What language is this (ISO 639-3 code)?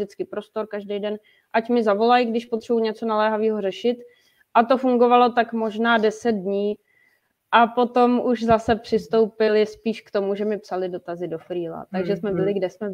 ces